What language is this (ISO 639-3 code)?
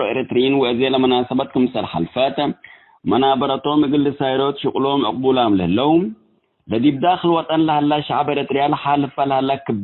tig